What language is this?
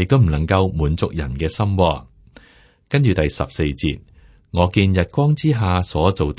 Cantonese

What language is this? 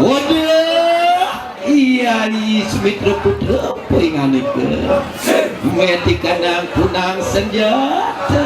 Balinese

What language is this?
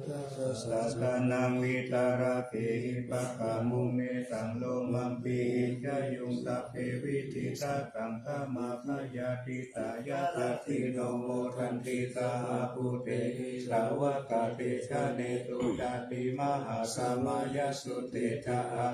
Pali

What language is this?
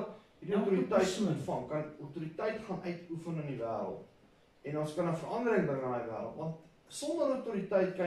Afrikaans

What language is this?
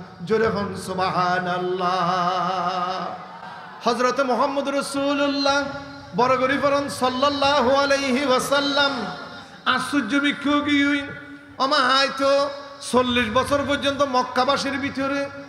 Rohingya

